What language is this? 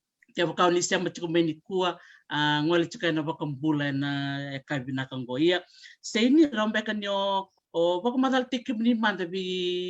Fijian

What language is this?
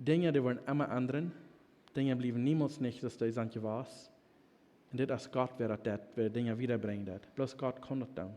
Plautdietsch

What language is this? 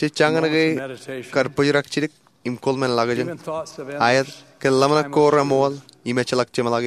Marshallese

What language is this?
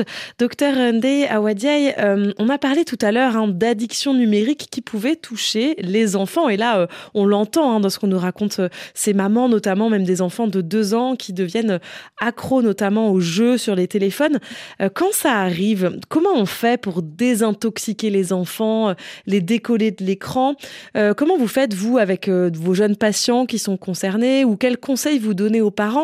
French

